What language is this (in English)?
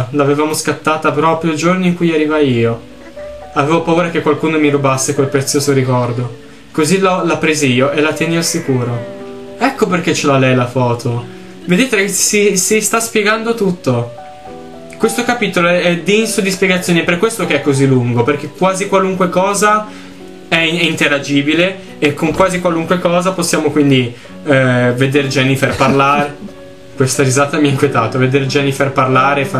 Italian